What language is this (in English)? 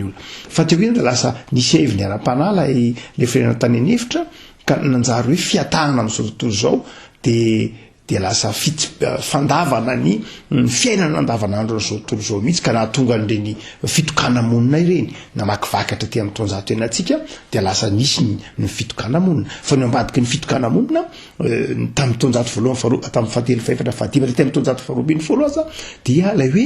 Malagasy